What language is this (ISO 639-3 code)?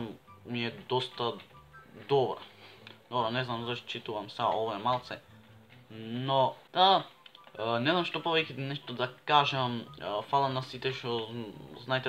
mkd